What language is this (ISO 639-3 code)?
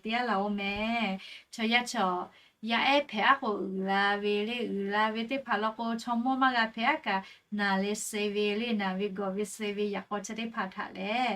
lhu